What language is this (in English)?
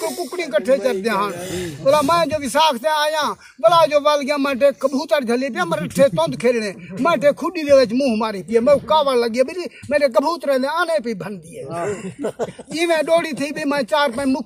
Saraiki